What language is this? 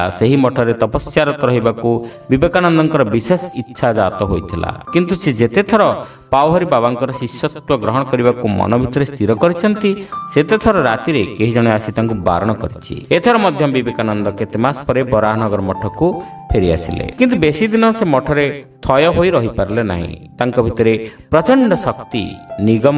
Odia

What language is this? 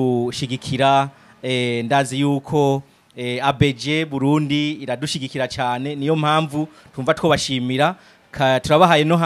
Rundi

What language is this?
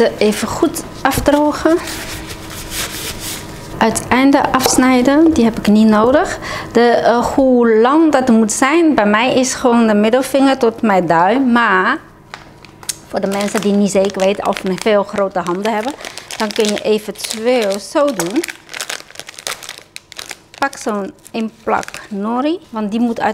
Dutch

